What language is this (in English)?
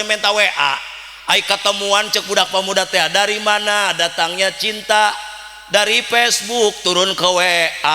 Sundanese